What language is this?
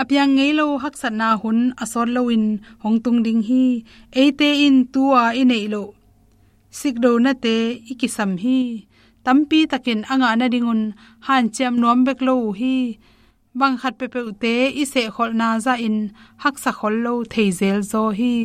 Tedim Chin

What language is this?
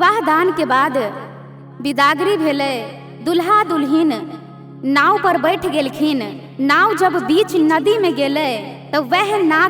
Maithili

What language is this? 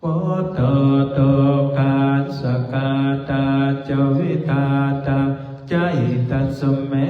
Pali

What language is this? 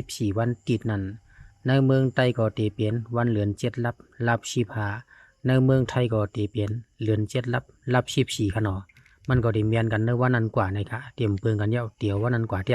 Shan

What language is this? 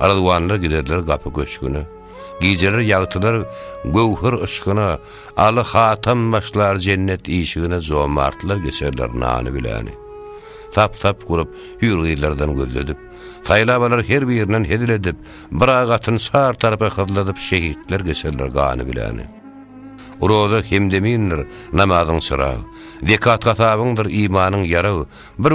Turkmen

